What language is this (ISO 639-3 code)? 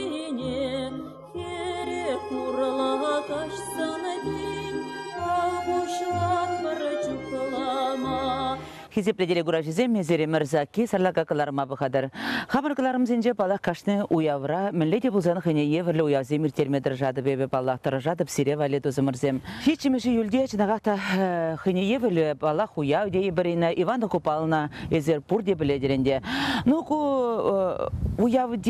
chv